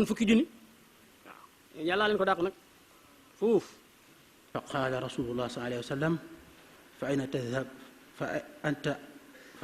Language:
Wolof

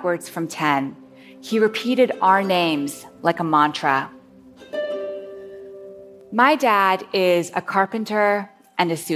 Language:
English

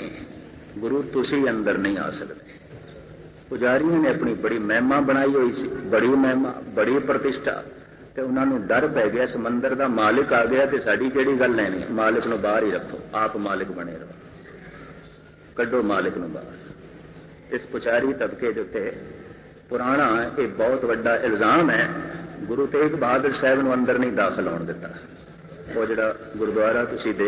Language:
Punjabi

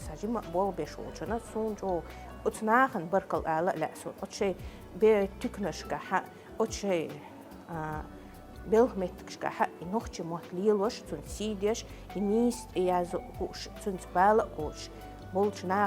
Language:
Chechen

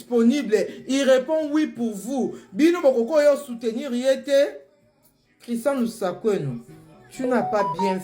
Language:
Lingala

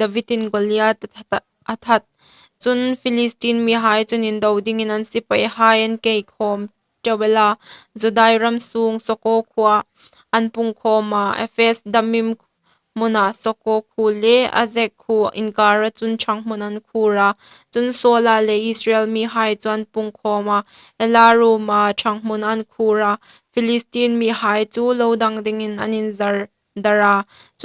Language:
Hmar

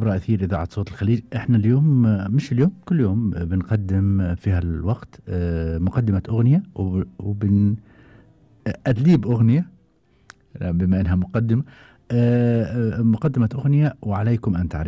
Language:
Gulf Arabic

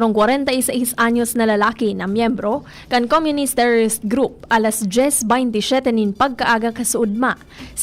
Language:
Bikol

